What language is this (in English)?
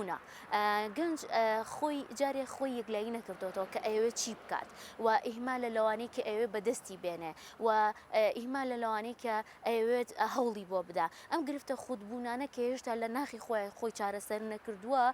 Central Kurdish